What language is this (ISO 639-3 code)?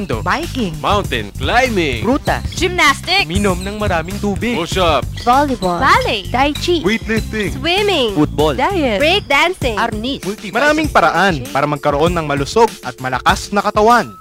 fil